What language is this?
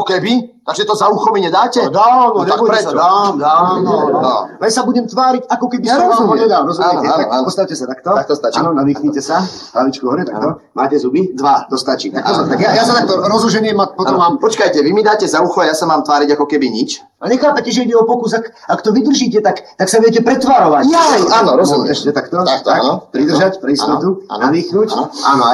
Slovak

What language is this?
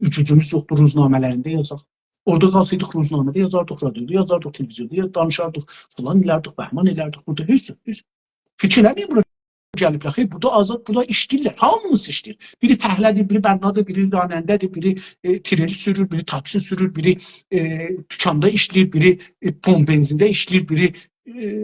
South Azerbaijani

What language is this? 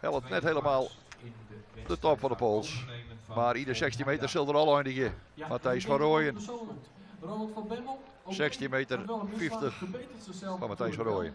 Western Frisian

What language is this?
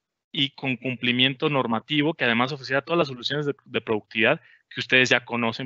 Spanish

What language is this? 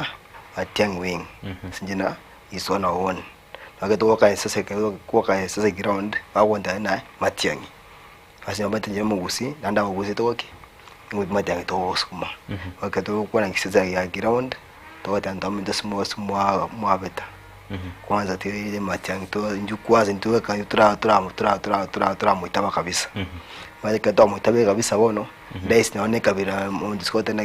Gusii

